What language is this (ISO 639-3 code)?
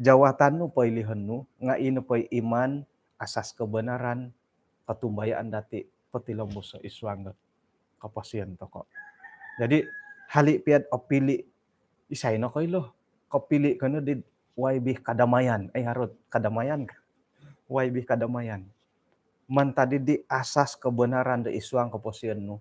dtp